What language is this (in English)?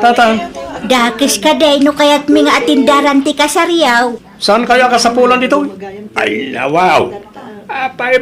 Iloko